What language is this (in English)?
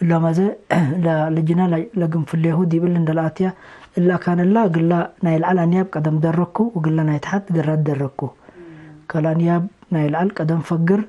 Tigre